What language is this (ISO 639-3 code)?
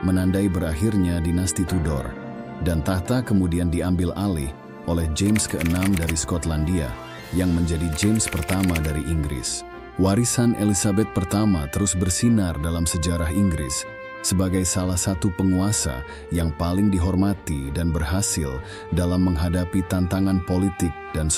ind